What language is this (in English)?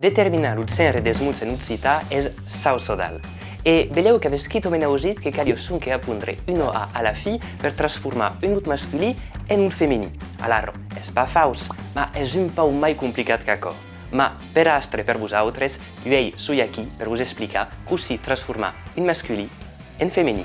Occitan